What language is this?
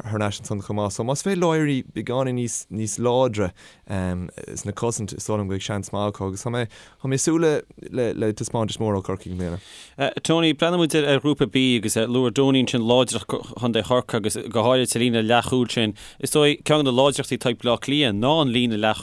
Irish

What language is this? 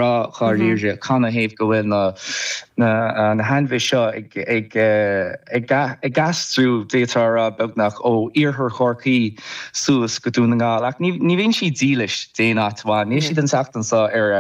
Irish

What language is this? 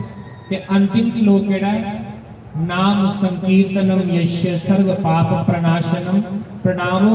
Dogri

